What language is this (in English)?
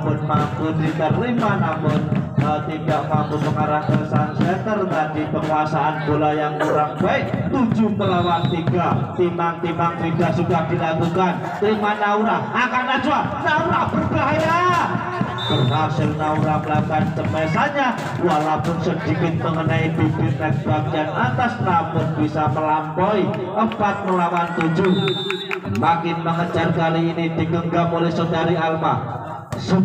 Indonesian